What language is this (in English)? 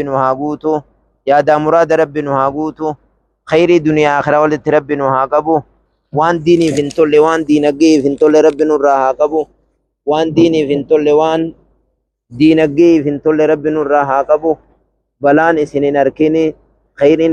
Oromo